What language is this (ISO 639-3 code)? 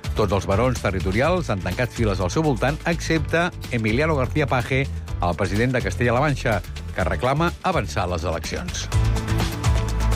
cat